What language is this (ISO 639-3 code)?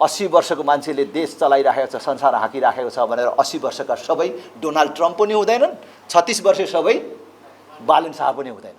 nep